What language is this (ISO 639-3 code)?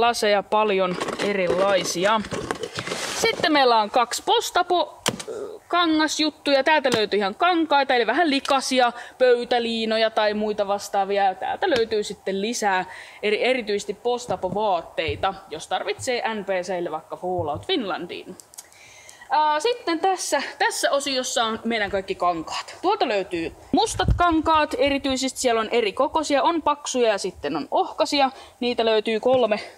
fin